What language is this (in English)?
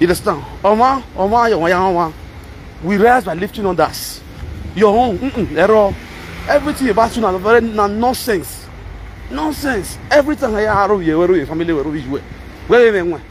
Nigerian Pidgin